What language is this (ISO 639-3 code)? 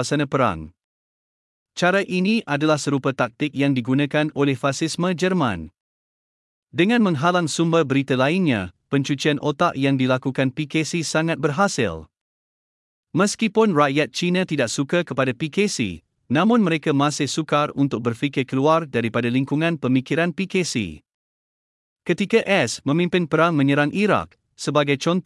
msa